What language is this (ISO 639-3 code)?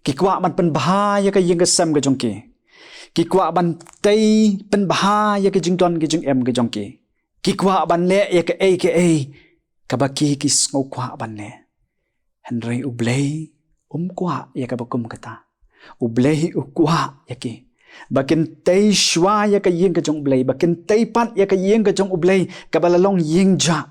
kha